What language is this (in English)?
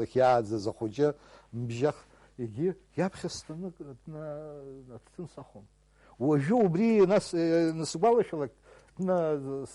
Abkhazian